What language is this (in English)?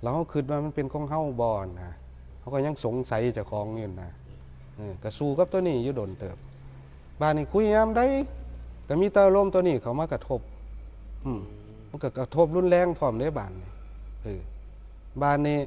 Northeastern Thai